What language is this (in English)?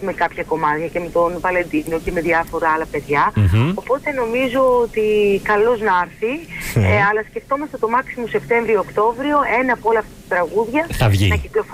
Greek